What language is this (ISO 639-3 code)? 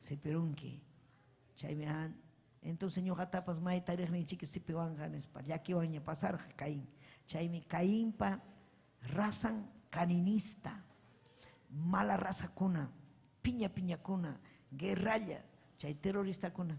quy